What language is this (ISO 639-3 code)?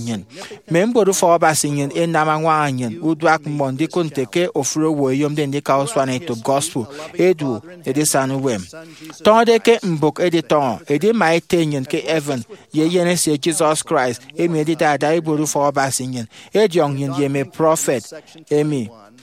efi